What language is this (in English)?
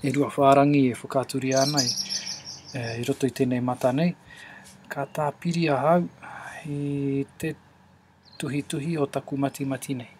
Māori